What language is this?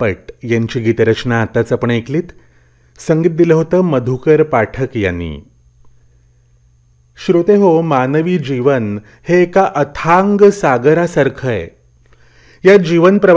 Marathi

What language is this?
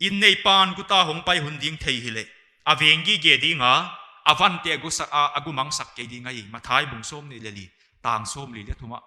Paite Chin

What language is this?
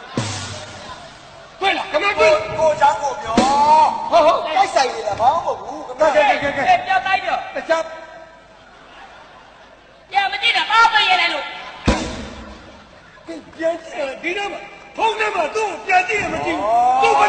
Burmese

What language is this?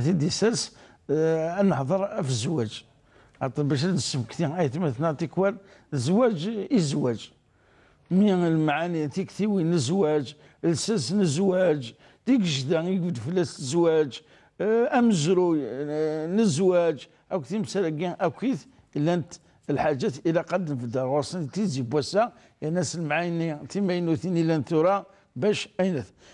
Kabyle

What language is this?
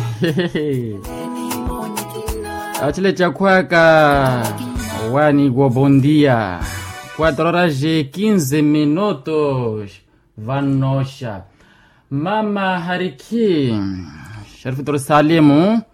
Swahili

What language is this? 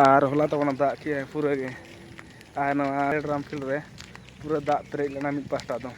Santali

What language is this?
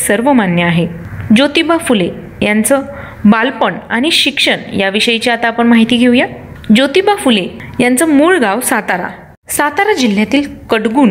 Marathi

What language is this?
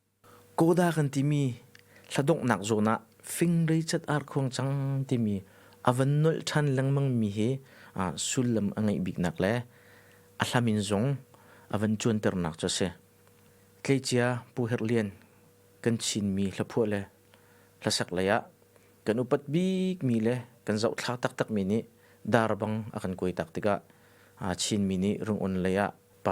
Hakha Chin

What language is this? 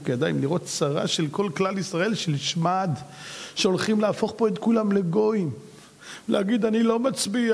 Hebrew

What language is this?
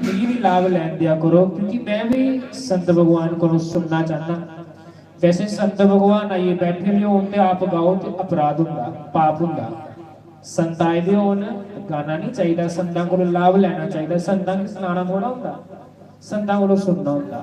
Dogri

